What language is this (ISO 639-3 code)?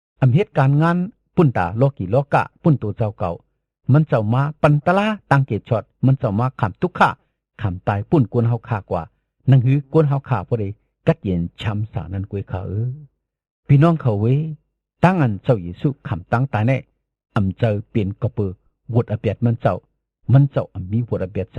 shn